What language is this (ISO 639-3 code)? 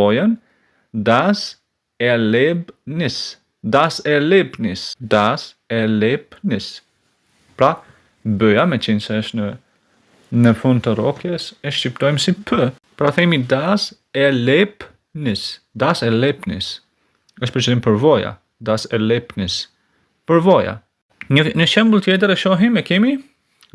sqi